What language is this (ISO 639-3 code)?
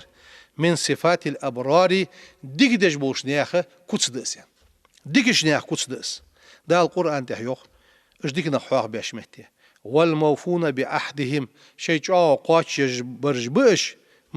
inh